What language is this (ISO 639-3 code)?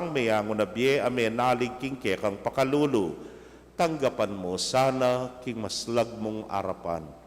pam